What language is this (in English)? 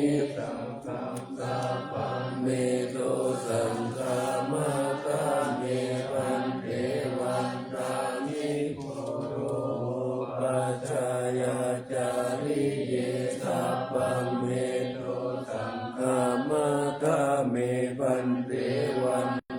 Pali